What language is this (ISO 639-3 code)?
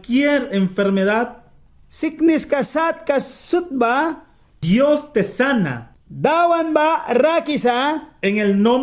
miq